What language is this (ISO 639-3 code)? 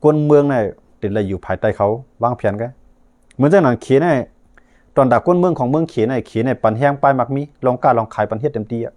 shn